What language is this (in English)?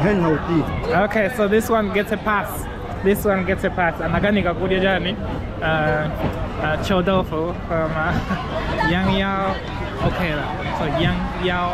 Nyanja